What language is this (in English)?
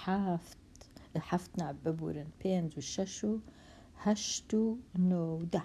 Central Kurdish